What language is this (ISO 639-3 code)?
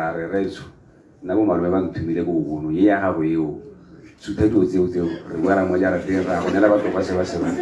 tsn